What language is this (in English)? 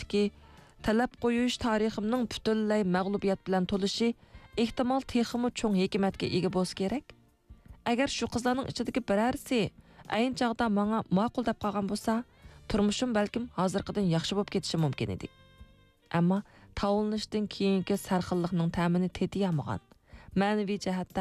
Uyghur